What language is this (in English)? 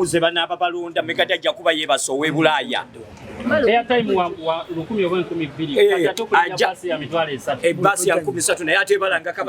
Ganda